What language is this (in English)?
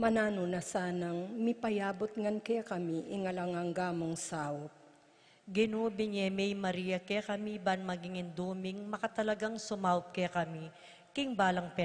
Pampanga